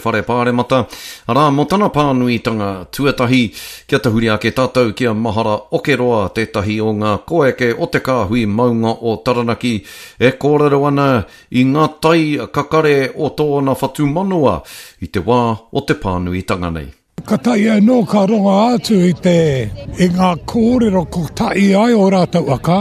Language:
Māori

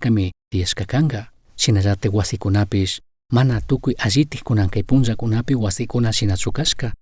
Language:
Chimborazo Highland Quichua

